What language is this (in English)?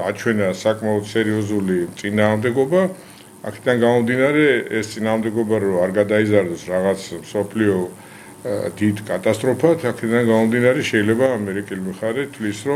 Georgian